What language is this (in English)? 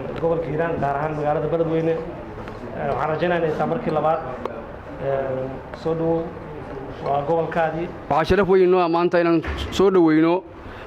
Somali